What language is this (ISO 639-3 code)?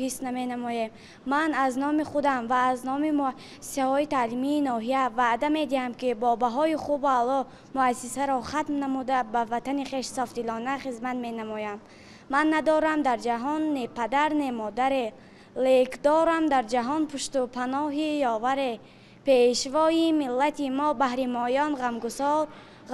tgk